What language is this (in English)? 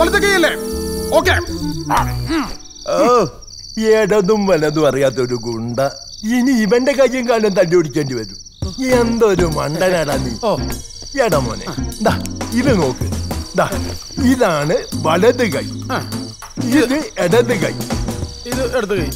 Malayalam